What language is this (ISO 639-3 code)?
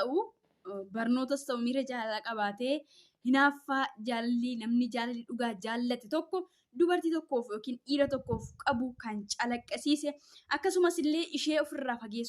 orm